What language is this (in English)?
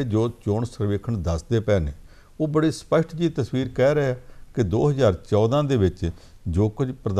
Punjabi